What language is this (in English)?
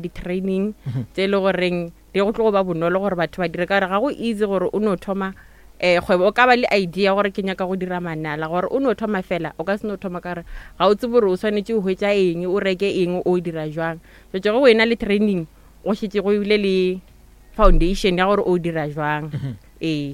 Northern Sotho